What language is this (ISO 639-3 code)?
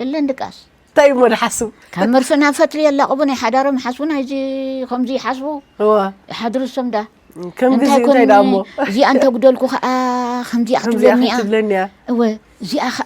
tir